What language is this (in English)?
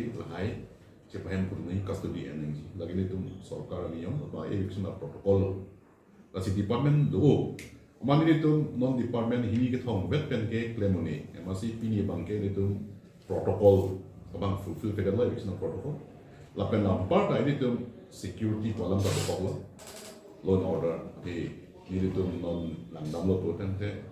Karbi